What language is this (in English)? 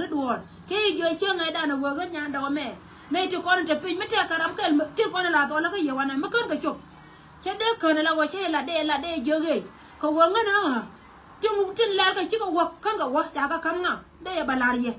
Nuer